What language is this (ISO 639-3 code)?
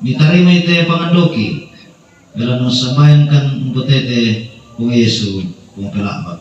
sda